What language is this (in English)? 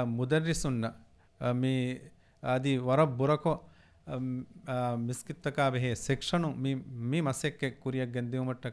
Divehi